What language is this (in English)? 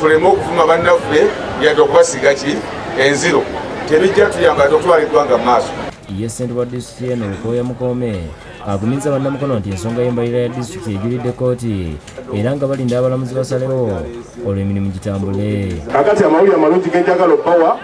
Ganda